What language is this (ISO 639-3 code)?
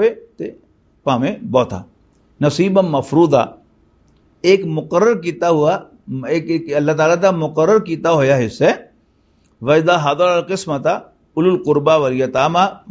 lah